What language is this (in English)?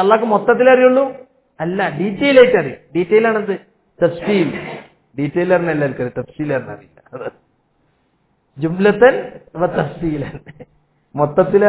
Malayalam